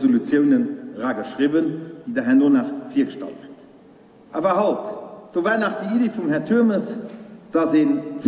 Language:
Luxembourgish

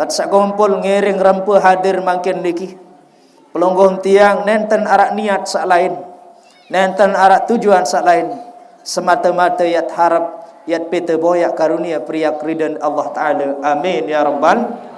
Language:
Sasak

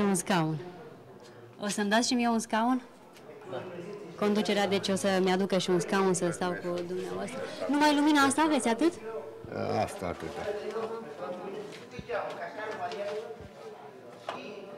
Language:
Romanian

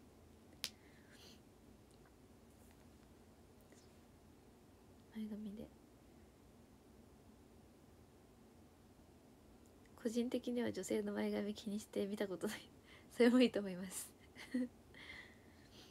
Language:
Japanese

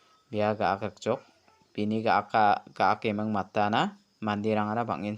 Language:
Garo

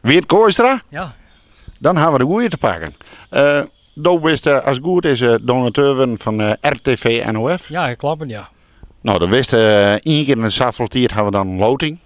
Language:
Western Frisian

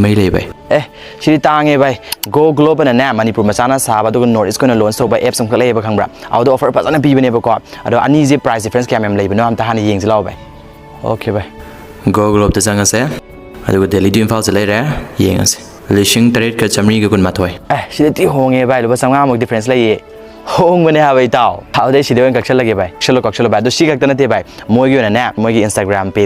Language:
Manipuri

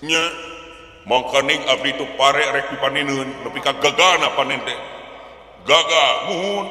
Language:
Sundanese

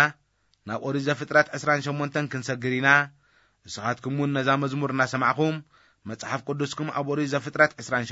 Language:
Tigrinya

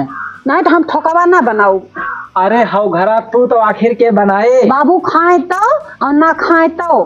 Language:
Awadhi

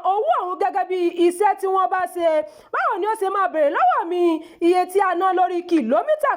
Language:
Yoruba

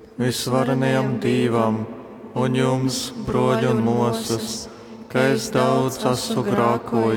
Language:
Latgalian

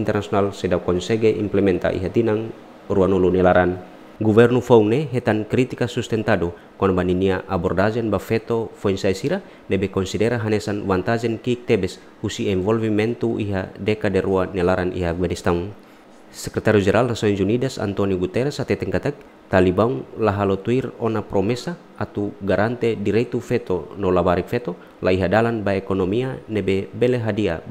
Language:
Tetum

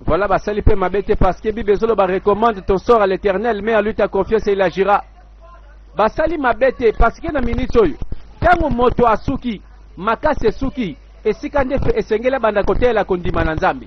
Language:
Lingala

